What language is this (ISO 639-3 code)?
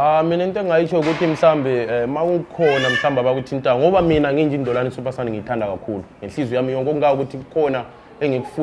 zul